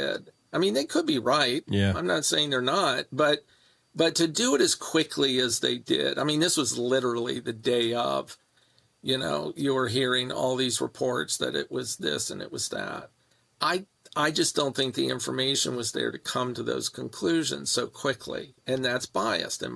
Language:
English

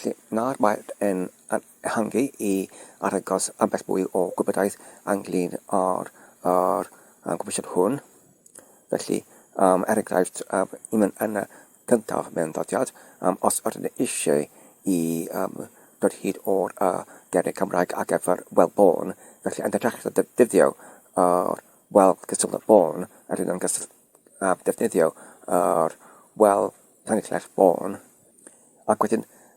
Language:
Welsh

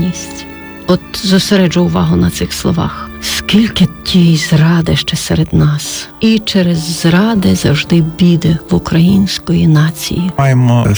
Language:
Ukrainian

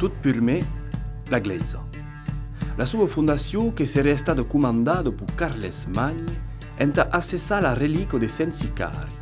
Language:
Occitan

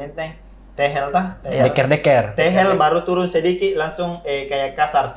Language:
Makassar Malay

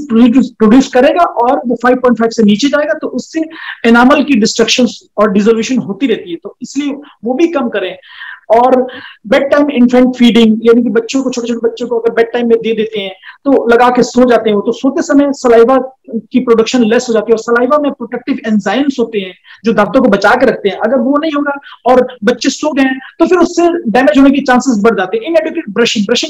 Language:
Hindi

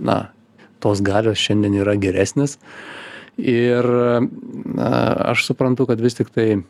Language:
Lithuanian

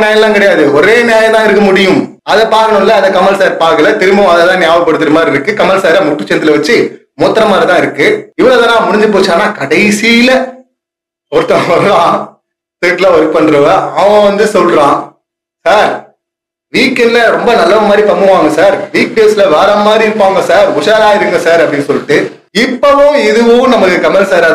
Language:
Tamil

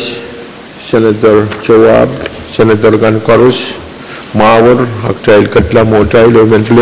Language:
Pohnpeian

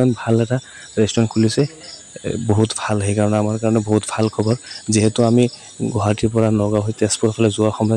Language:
Assamese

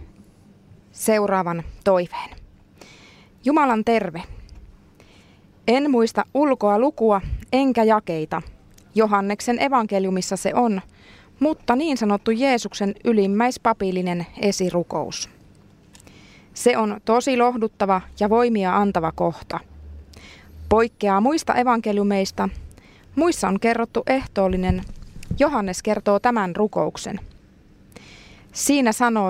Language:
Finnish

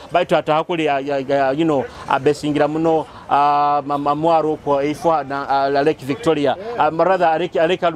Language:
Nyoro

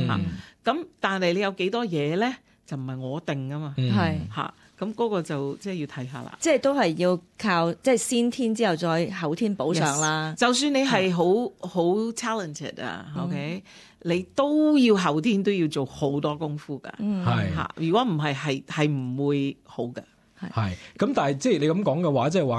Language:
Cantonese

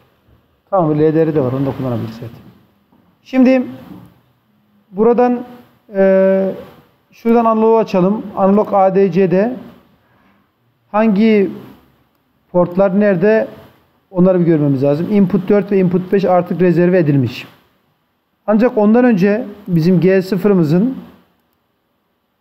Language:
Turkish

